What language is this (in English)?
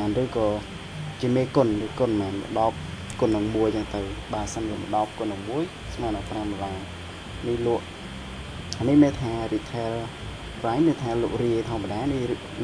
Khmer